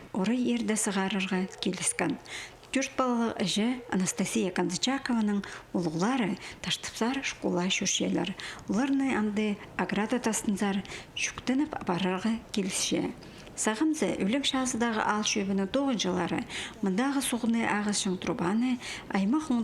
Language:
Khakas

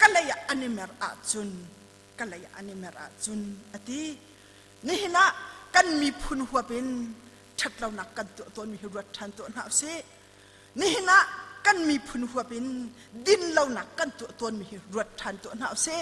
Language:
Hakha Chin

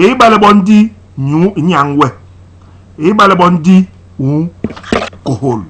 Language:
Basaa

